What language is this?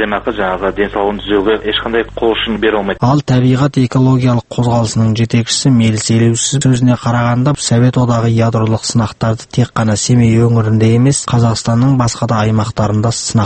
Kazakh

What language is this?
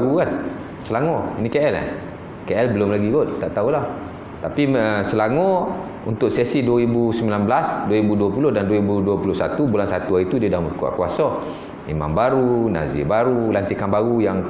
Malay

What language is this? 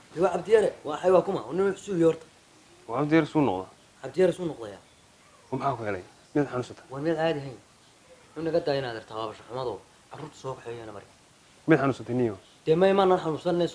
Somali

